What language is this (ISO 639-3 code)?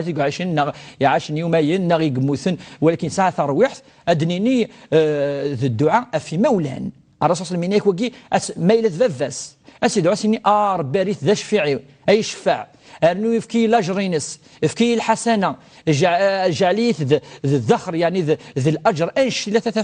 kab